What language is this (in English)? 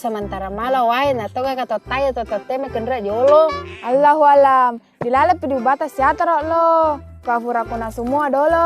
Buginese